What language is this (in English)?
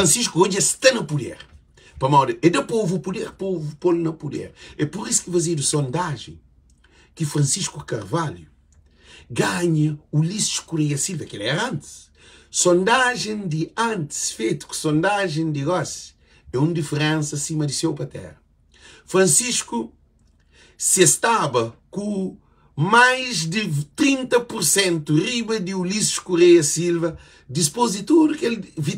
Kabuverdianu